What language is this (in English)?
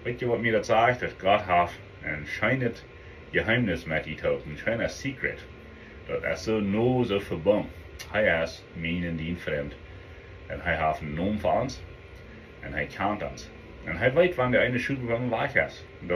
Plautdietsch